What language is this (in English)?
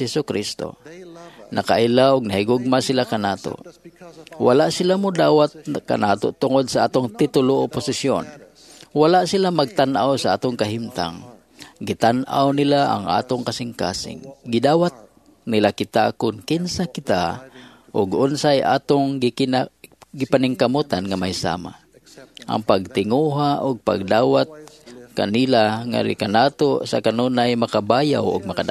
Cebuano